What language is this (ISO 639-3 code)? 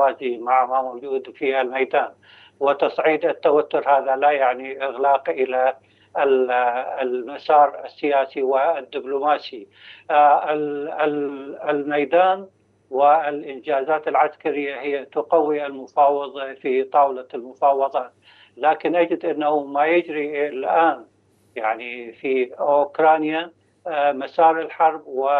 ara